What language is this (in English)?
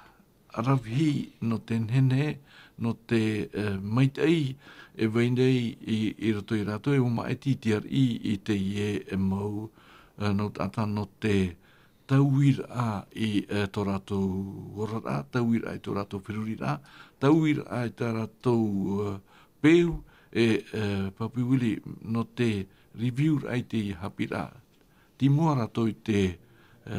Tahitian